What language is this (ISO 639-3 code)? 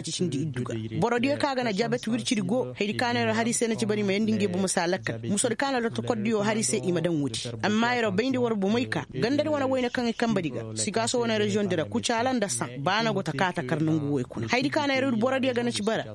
ses